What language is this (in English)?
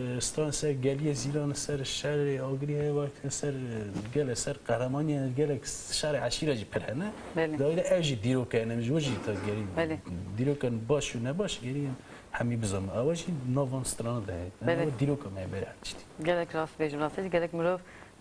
Kurdish